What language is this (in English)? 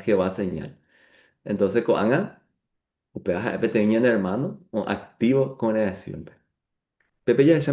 Guarani